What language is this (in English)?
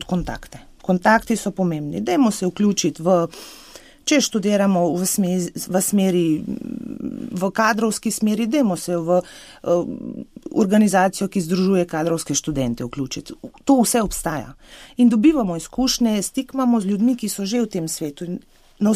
Slovenian